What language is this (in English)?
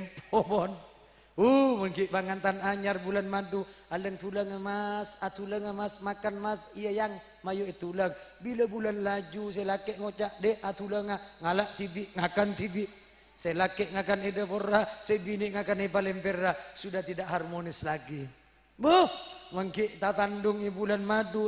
Madurese